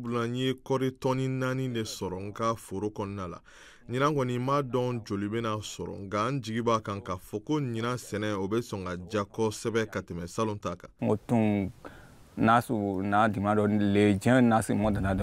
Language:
Bambara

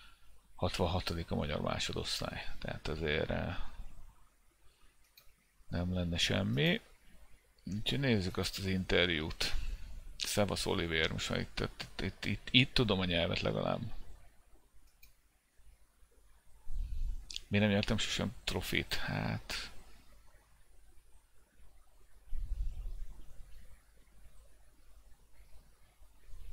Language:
Hungarian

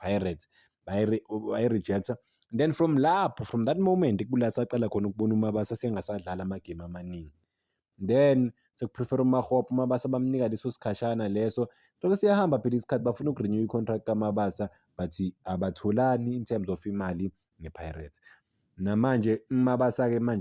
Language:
Zulu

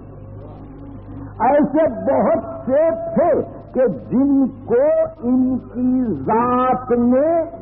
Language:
Urdu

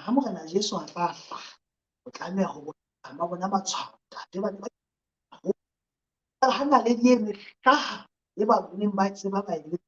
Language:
Southern Sotho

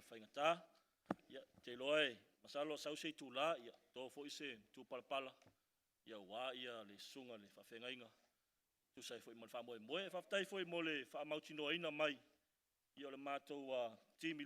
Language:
Samoan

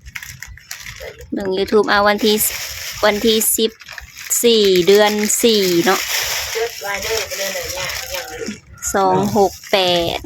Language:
Lao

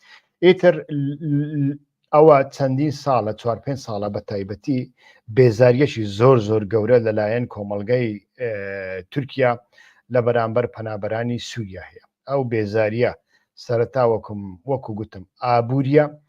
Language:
Central Kurdish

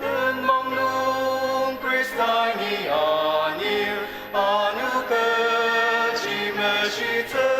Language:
Ao Naga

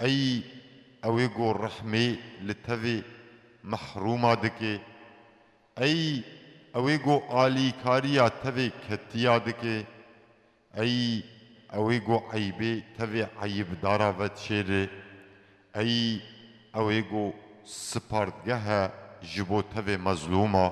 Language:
Kurdish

